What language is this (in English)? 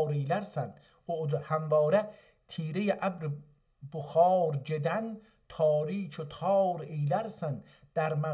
South Azerbaijani